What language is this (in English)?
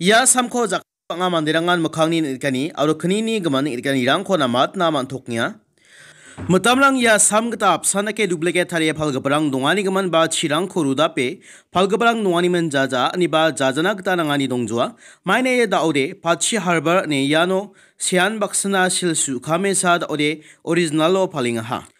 Garo